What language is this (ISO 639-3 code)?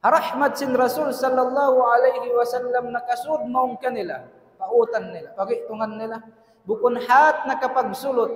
tsg